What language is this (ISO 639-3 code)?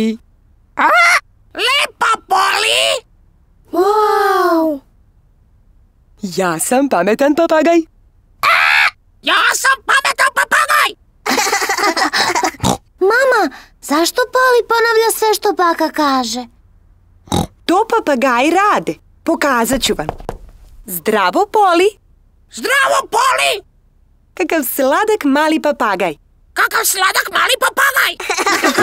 srp